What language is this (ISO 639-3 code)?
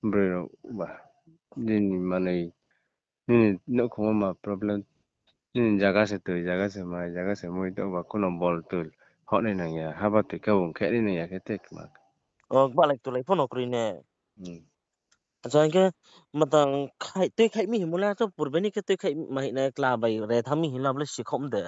ria